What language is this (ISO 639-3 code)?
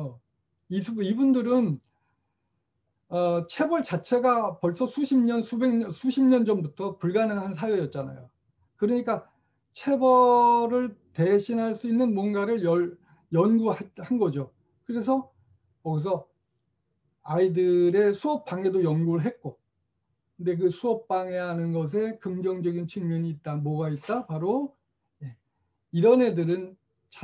kor